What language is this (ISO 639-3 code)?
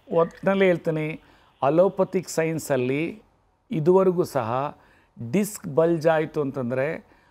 kan